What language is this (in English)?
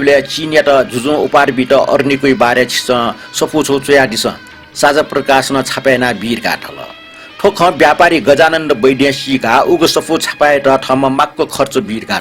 Newari